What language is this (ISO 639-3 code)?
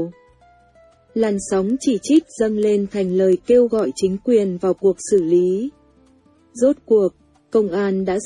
vie